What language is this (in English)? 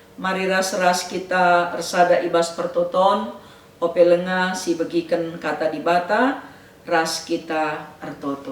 Batak Karo